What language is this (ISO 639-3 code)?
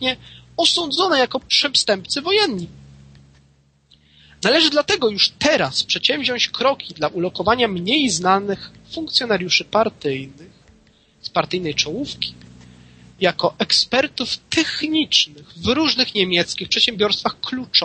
pol